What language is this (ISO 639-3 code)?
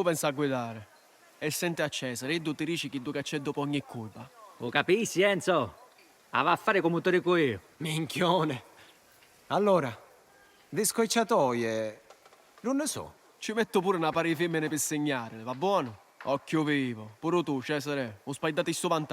scn